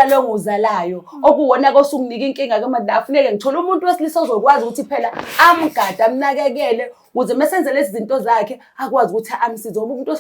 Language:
Zulu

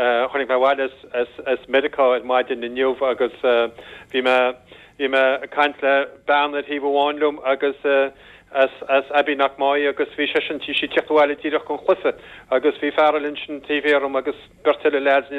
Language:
Irish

